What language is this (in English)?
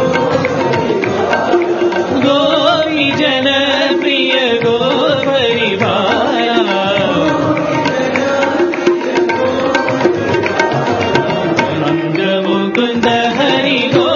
Telugu